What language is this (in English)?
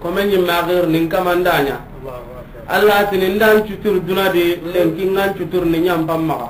Soninke